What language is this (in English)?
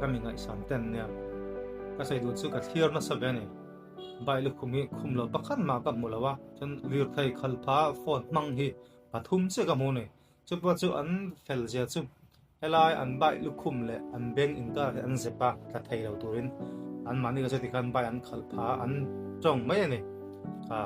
Mizo